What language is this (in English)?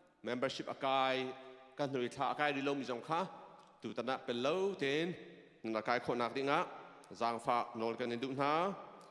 Hakha Chin